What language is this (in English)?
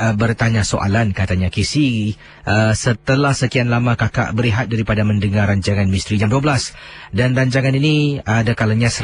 Malay